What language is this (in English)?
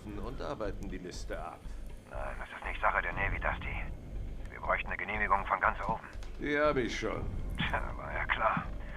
Swiss German